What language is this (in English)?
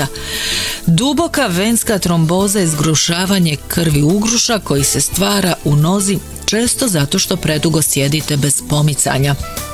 Croatian